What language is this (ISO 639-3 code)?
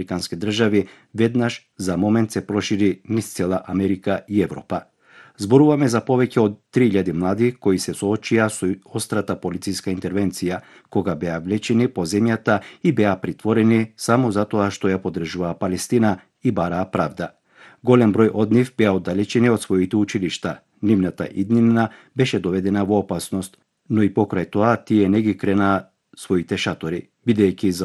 mkd